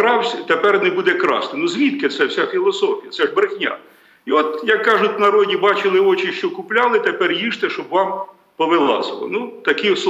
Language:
Ukrainian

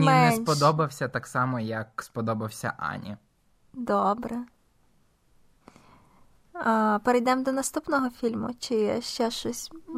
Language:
Ukrainian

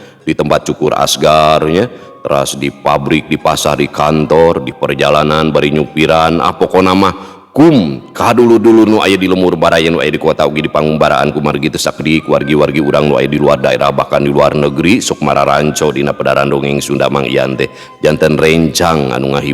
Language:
Sundanese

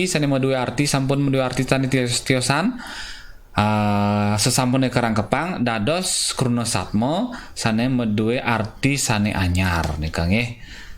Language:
Balinese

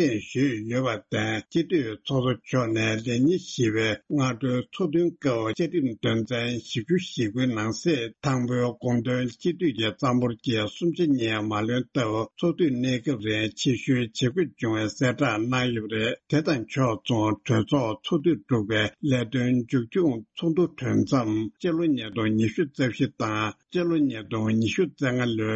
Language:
Tibetan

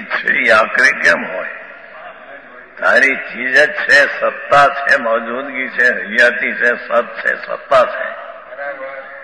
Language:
Gujarati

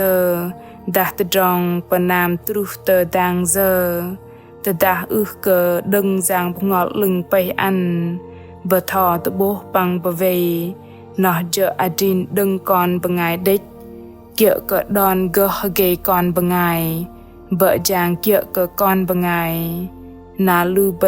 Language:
Bahnar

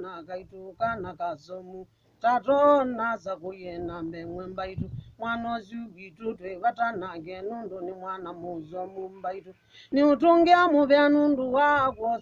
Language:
Kamba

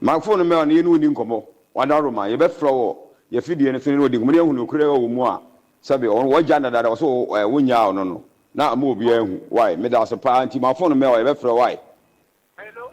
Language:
Akan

